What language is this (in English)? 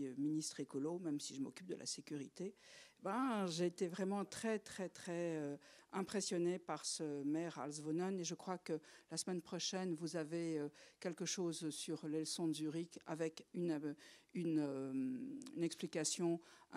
French